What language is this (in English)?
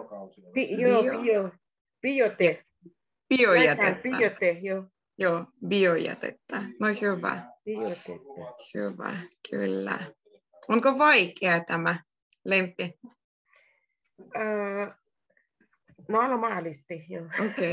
Finnish